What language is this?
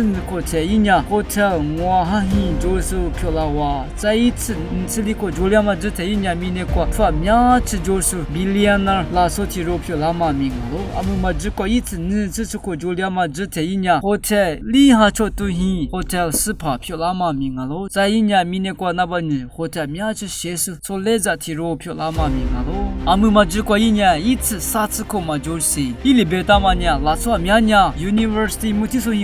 Lisu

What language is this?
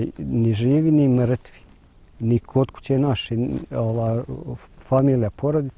Bosnian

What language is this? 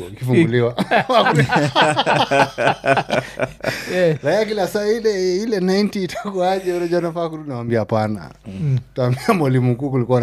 Swahili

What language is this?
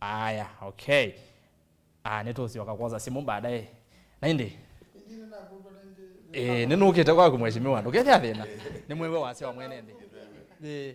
Kamba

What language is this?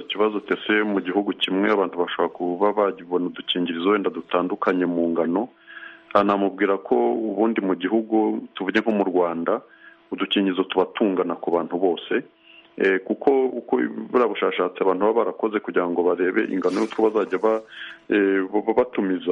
Kinyarwanda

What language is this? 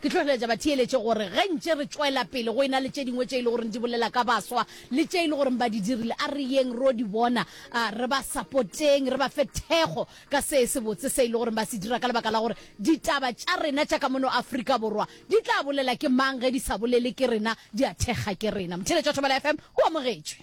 Northern Sotho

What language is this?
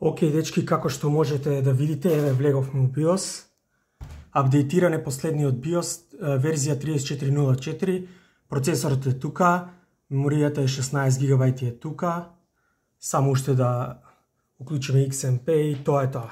Macedonian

